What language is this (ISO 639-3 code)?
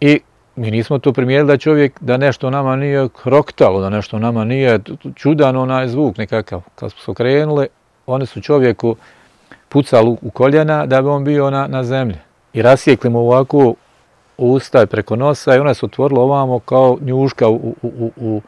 hrv